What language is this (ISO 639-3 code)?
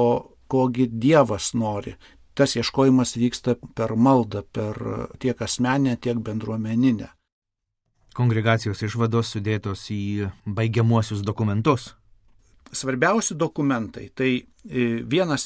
lit